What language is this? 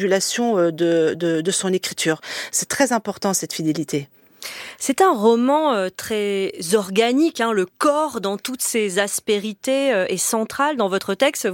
French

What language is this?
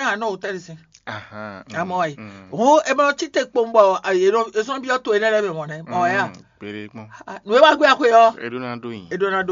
Fon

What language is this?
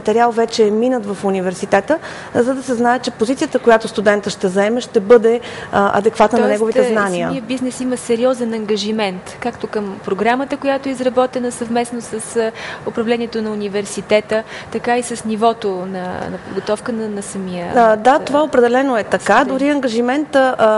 Bulgarian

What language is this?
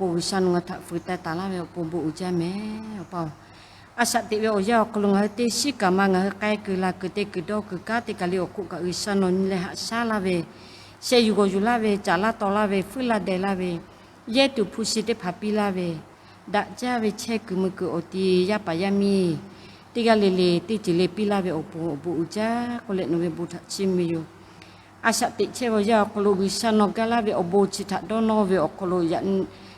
Lahu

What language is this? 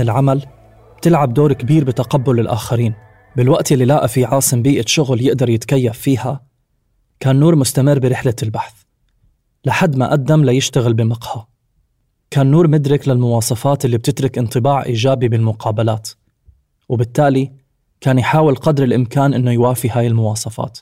North Levantine Arabic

